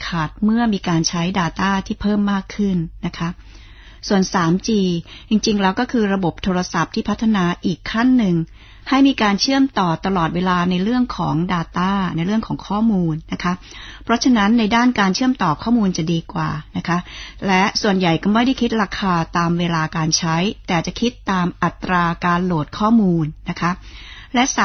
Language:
Thai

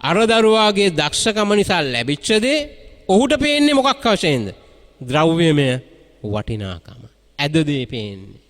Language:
Sinhala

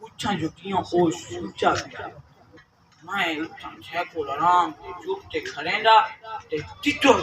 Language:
Saraiki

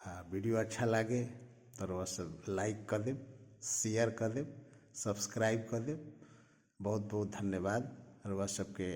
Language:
Bhojpuri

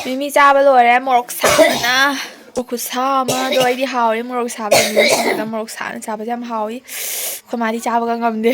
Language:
Manipuri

